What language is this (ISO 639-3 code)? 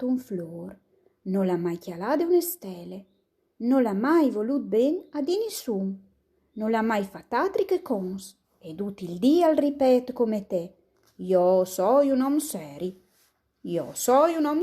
fur